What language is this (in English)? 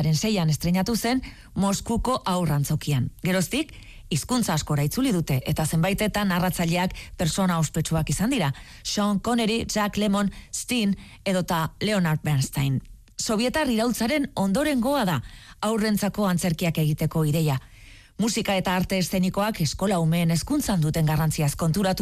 Basque